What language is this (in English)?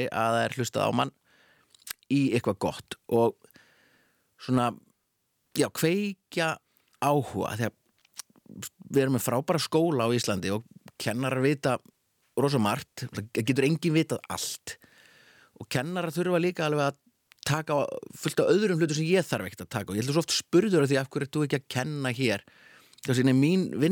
Icelandic